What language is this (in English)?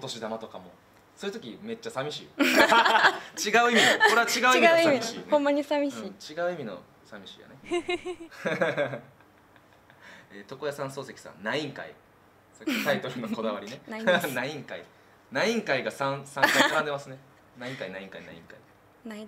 Japanese